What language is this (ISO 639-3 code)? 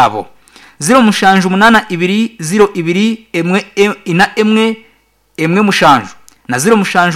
nyn